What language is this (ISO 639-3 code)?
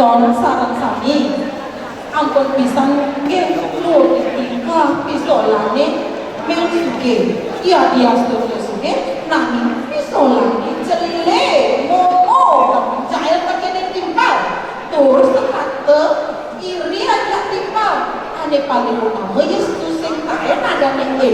ban